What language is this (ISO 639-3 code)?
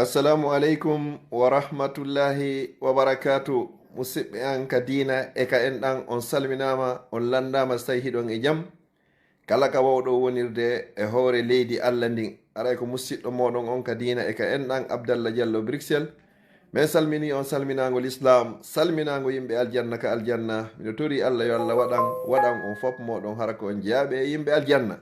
ful